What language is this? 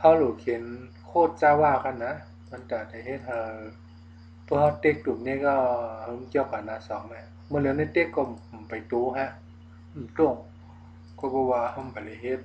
Shan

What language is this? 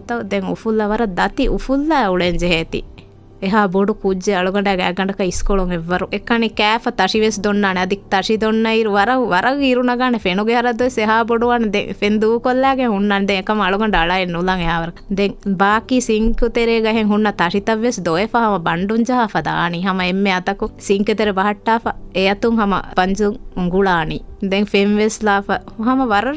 Divehi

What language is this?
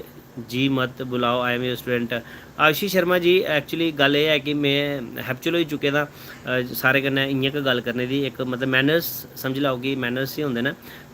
Dogri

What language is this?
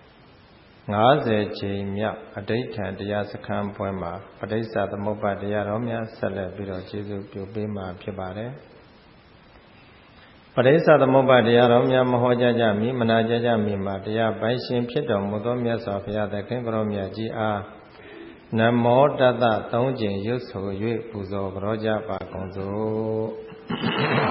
Burmese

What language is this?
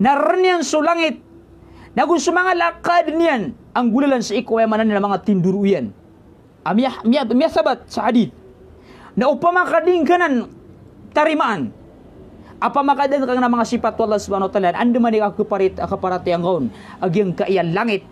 Maranao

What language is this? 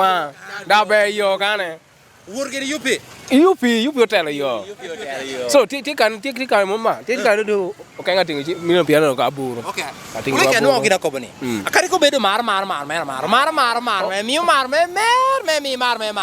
Lango (Uganda)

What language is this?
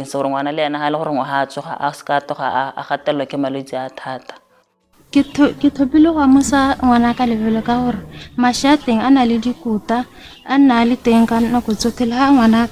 Tswana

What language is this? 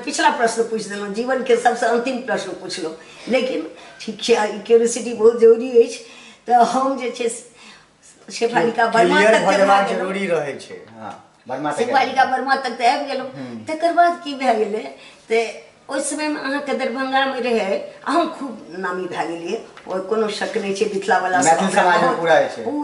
Maithili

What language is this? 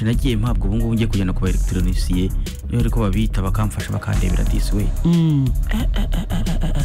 Kinyarwanda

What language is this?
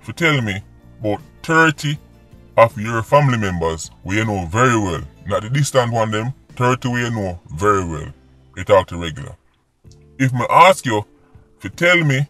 Jamaican Creole English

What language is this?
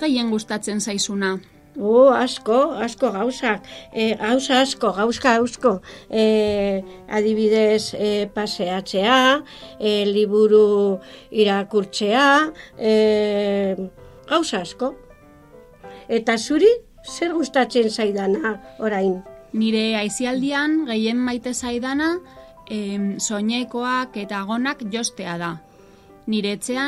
Basque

